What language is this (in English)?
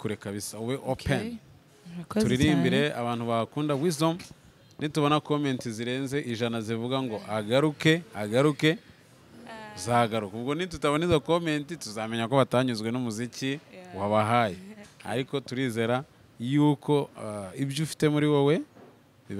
Kinyarwanda